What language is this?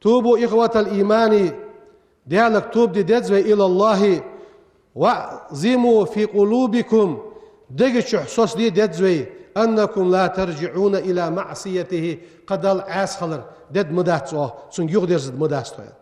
Ingush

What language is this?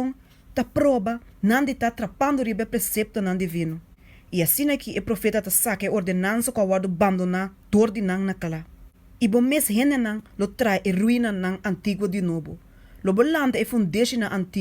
Papiamento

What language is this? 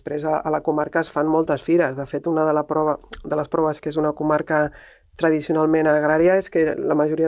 Catalan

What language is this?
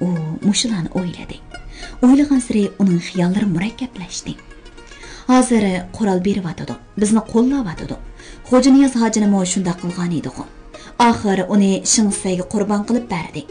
Uyghur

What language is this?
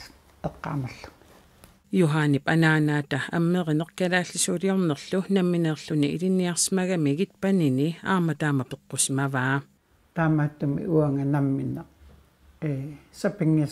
Kalaallisut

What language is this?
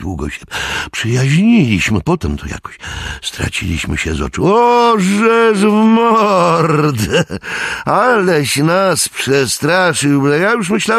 Polish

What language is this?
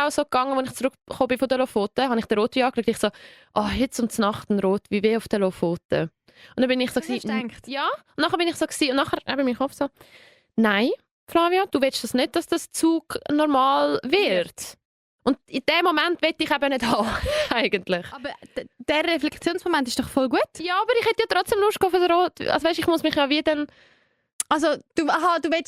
Swiss German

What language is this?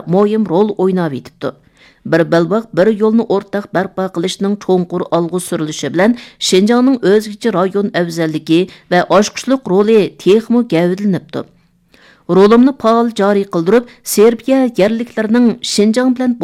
Uyghur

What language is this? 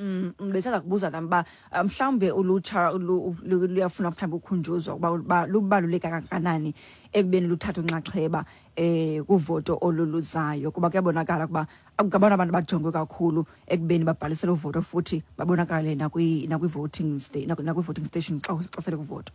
Xhosa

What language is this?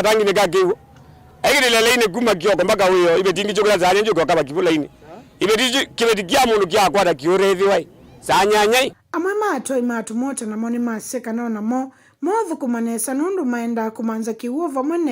Kamba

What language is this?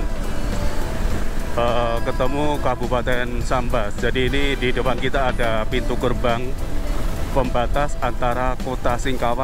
Indonesian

